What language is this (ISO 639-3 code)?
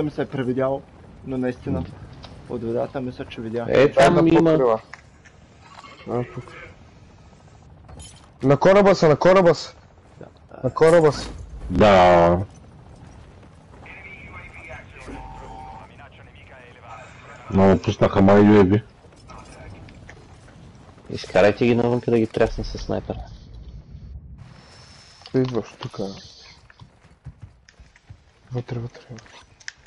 bul